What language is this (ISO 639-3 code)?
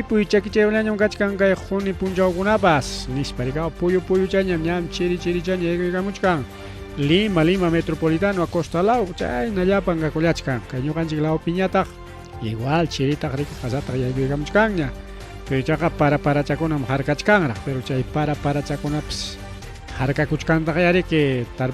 quy